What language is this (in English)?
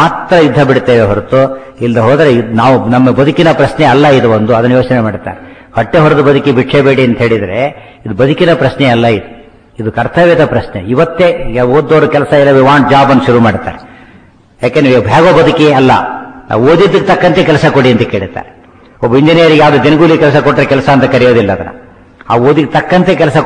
Kannada